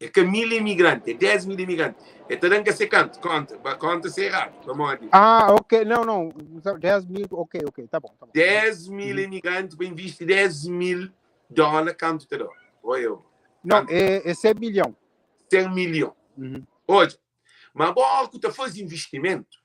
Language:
Kabuverdianu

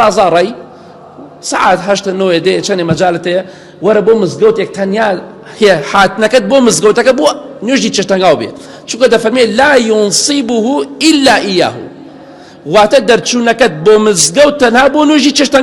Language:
Central Kurdish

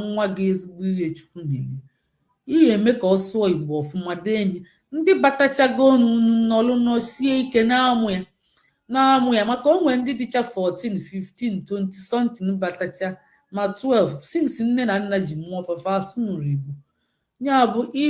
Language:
Igbo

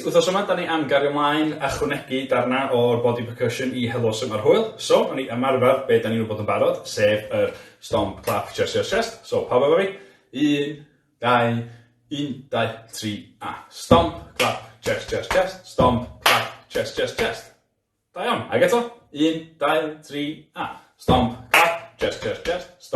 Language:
Welsh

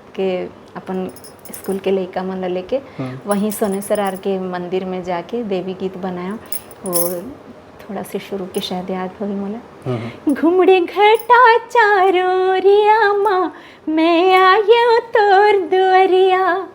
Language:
Chhattisgarhi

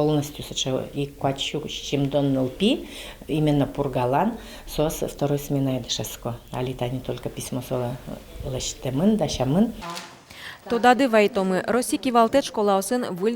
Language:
Udmurt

